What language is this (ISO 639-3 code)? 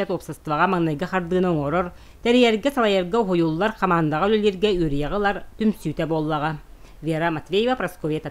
sah